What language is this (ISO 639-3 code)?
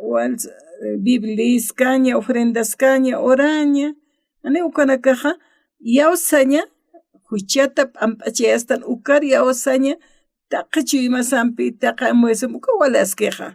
aym